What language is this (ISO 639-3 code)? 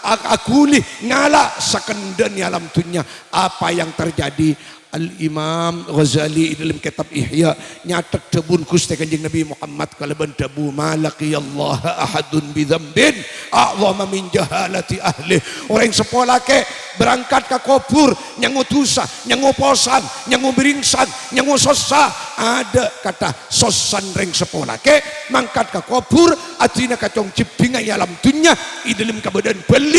mad